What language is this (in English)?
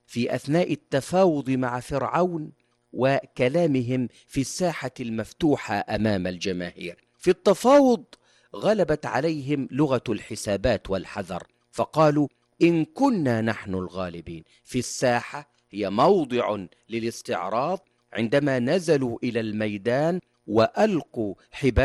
Arabic